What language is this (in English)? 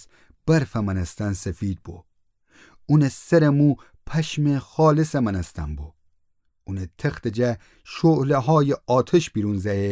Gilaki